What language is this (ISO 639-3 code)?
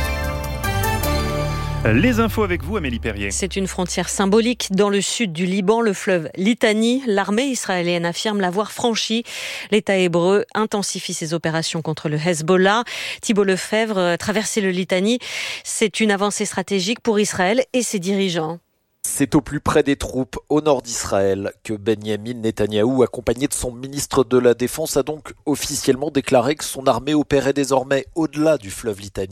fra